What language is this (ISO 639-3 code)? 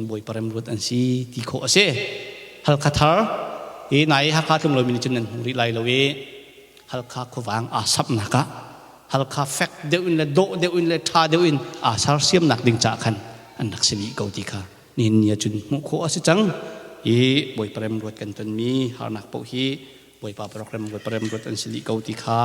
cnh